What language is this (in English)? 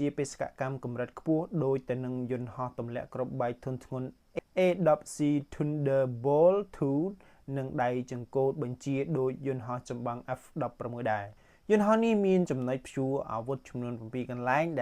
Khmer